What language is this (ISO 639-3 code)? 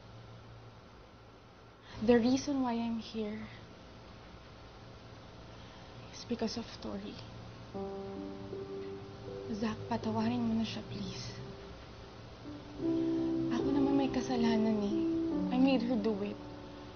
fil